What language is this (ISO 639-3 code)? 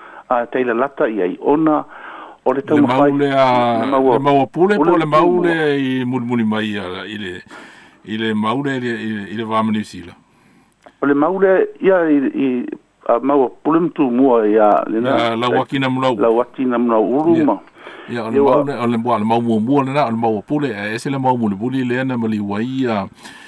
smo